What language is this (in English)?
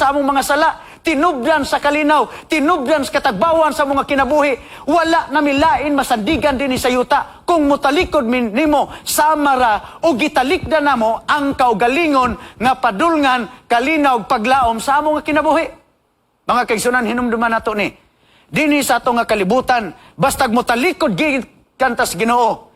Cebuano